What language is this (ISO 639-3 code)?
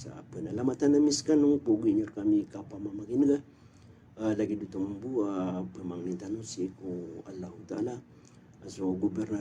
mrw